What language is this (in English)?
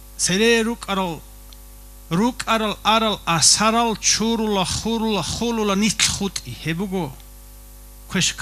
Avaric